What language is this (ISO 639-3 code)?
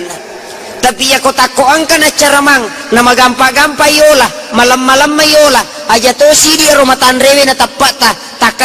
bug